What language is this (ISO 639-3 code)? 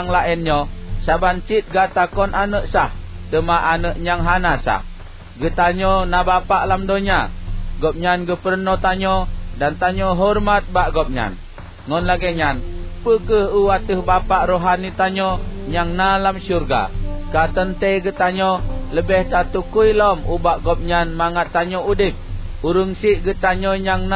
ace